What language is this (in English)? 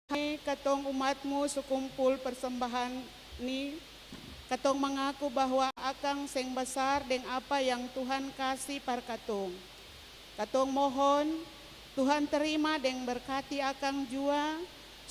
Ambonese Malay